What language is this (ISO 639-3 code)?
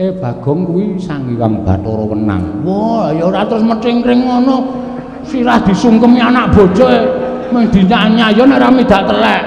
jav